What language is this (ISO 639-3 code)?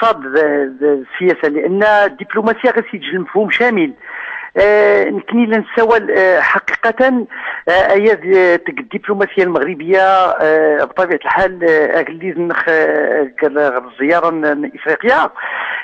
ary